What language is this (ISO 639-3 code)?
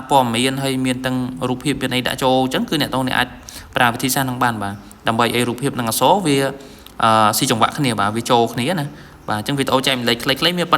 khm